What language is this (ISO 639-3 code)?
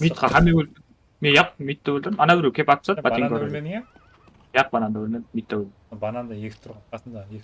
kaa